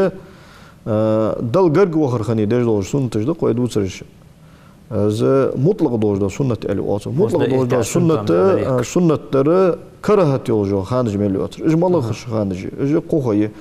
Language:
Ingush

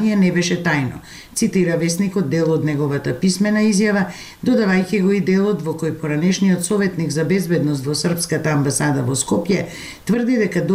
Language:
Macedonian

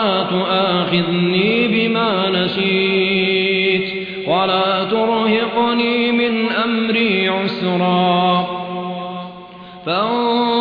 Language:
Arabic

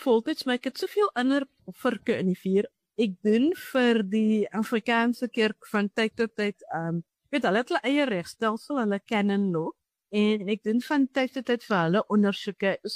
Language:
Afrikaans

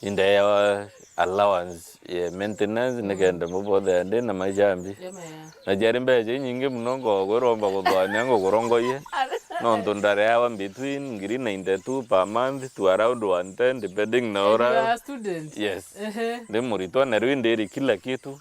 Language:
Meru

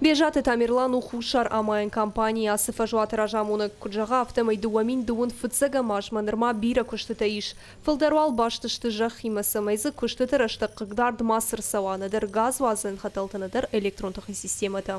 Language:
Ossetic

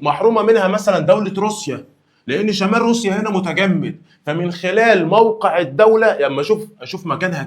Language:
Egyptian Arabic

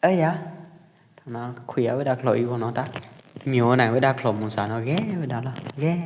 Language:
Pwo Eastern Karen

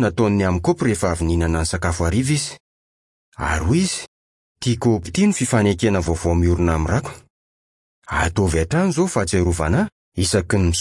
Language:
Malagasy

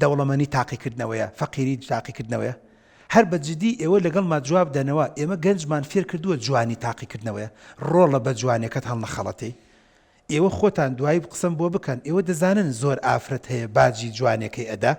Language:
Central Kurdish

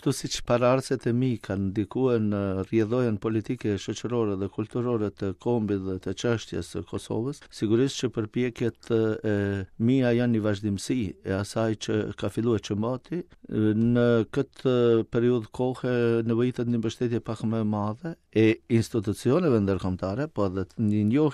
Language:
Albanian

